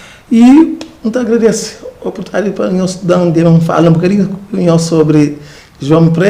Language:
Kabuverdianu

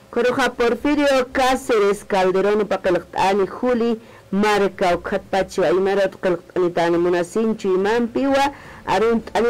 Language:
Aymara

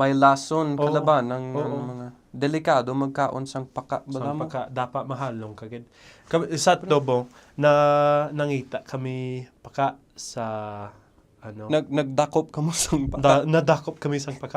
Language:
Hiligaynon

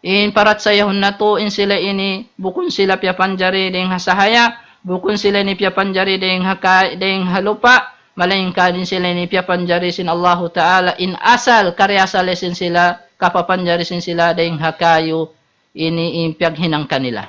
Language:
Tausug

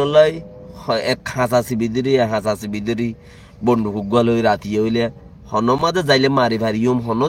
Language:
Rohingya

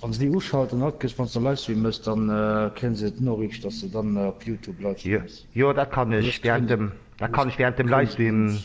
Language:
Luxembourgish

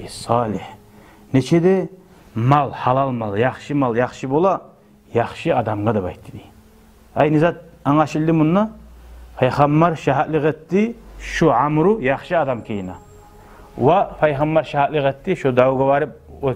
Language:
Kumyk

